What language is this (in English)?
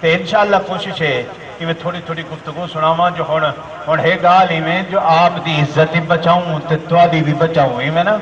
Saraiki